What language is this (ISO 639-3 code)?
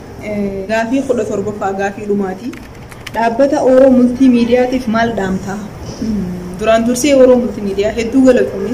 orm